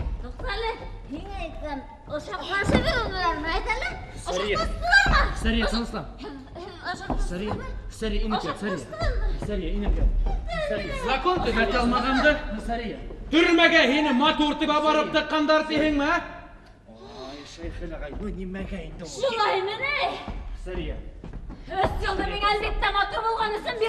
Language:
Bashkir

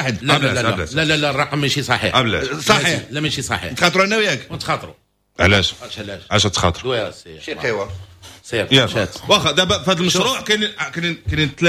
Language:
Moroccan Arabic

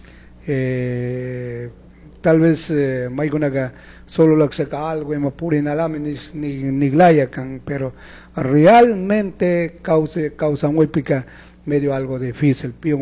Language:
Chimborazo Highland Quichua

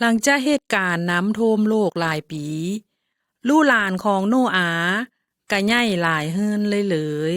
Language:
Lao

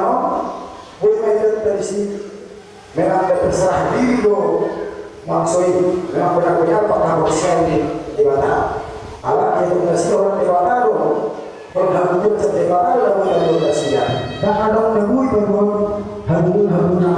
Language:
Batak Toba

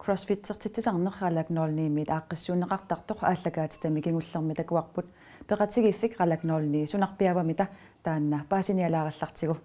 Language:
Kalaallisut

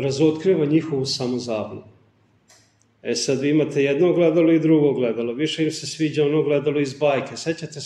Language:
Serbian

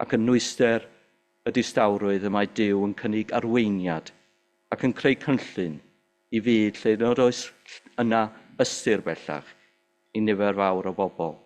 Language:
Welsh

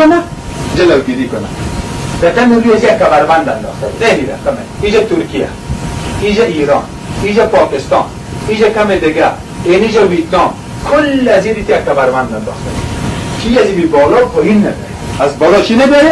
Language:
Persian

